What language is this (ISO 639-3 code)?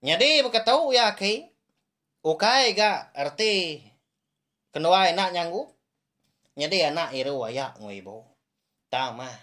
iba